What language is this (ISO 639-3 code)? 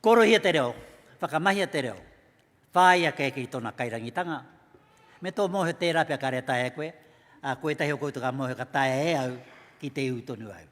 mri